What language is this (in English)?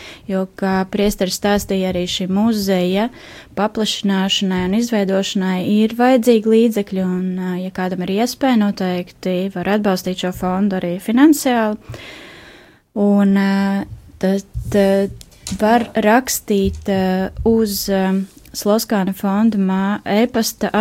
Latvian